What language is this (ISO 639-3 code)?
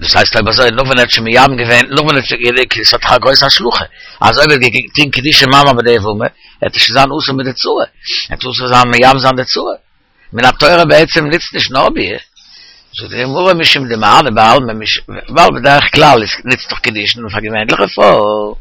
yid